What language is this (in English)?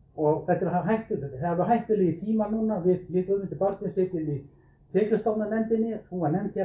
Icelandic